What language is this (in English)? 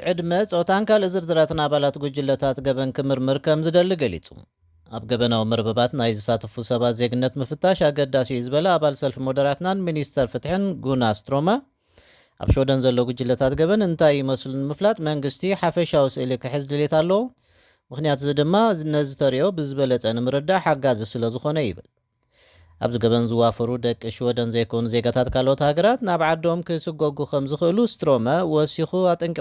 Tigrinya